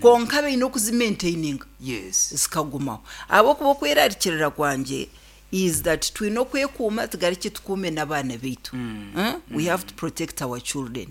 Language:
Nyankole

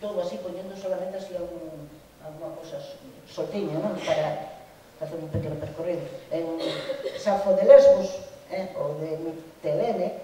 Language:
Galician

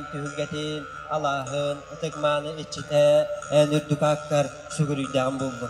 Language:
Yakut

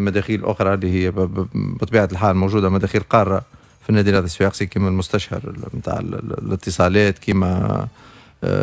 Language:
Tunisian Arabic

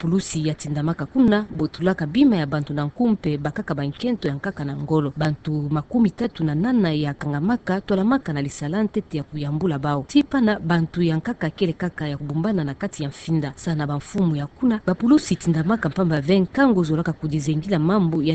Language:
Kituba (Democratic Republic of Congo)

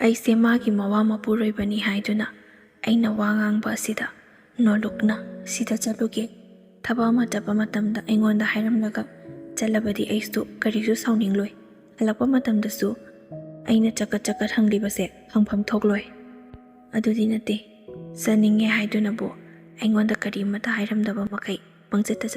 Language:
Manipuri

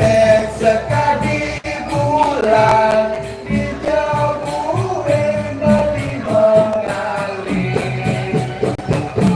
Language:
Balinese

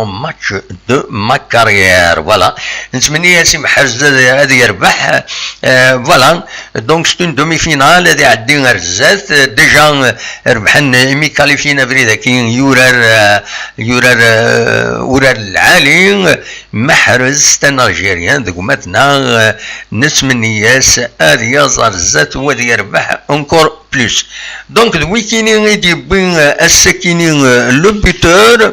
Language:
Kabyle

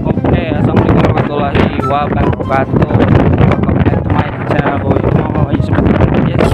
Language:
Banjar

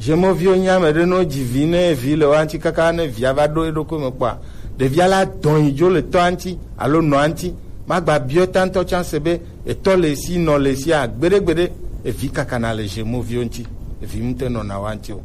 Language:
Gen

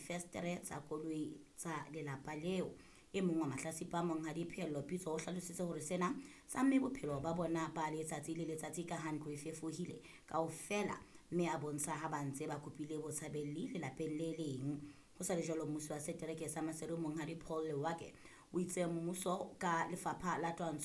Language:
Southern Sotho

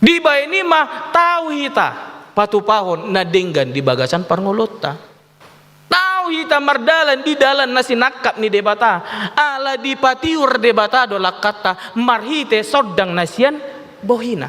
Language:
Batak Toba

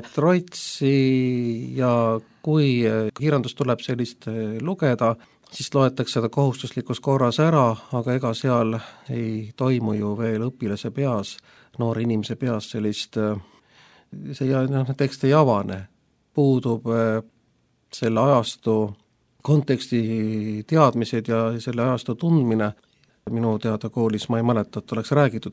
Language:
Estonian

